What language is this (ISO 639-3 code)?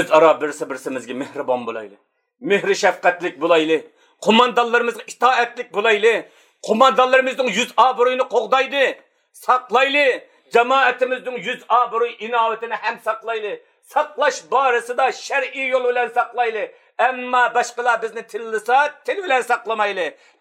uig